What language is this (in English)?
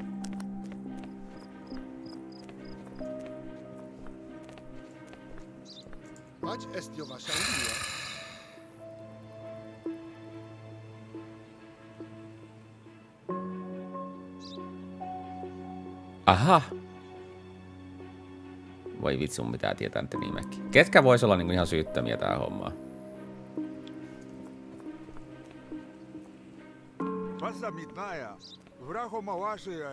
Finnish